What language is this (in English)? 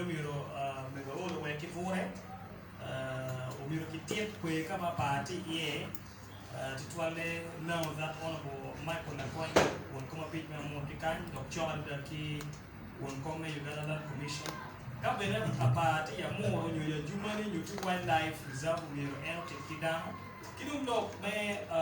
Acoli